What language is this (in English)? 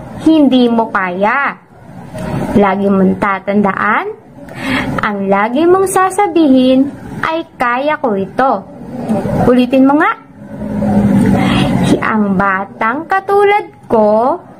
Filipino